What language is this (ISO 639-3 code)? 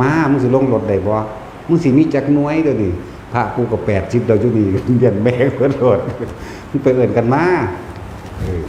tts